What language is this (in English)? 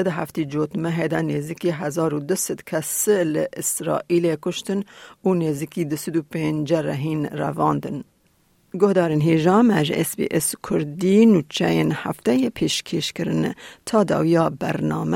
Kurdish